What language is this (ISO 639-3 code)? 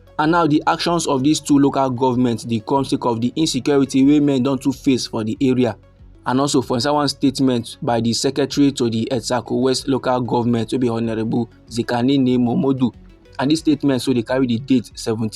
pcm